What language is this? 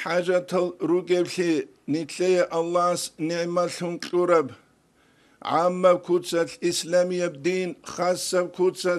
Avaric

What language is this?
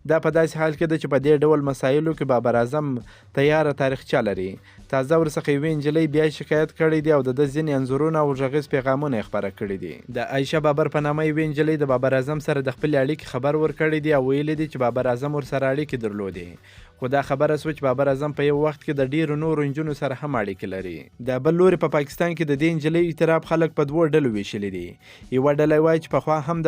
Pashto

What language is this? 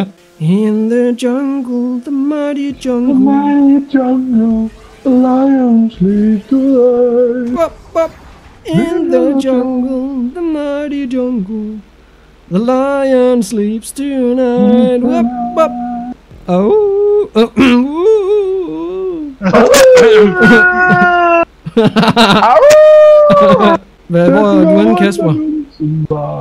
Danish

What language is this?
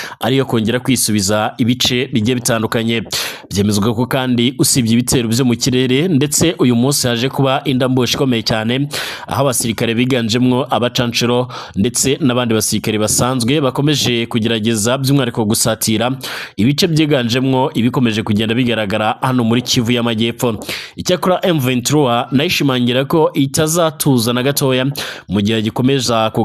Kinyarwanda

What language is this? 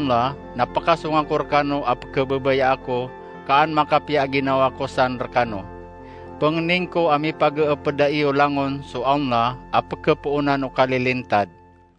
Maranao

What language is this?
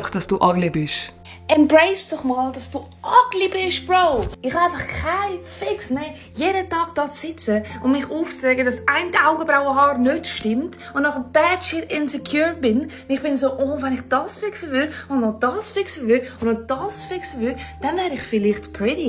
Swiss German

